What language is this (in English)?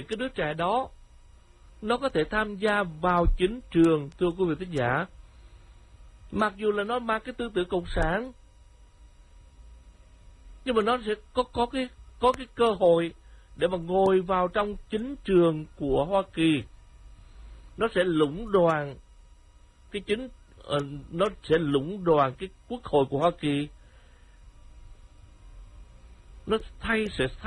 Vietnamese